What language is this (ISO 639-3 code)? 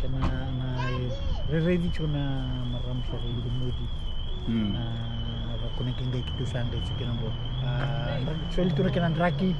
fij